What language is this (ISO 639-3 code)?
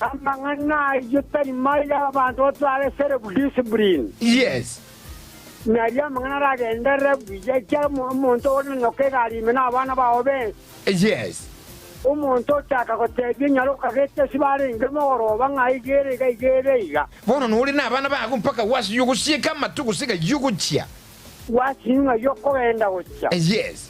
guz